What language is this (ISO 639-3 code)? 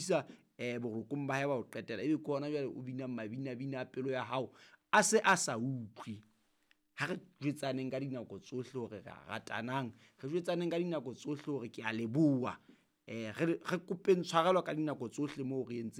sot